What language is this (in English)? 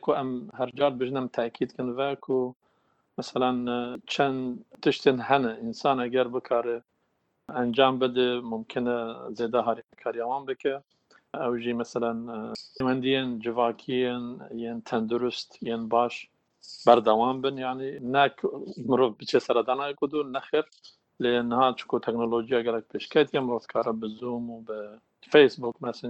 Kurdish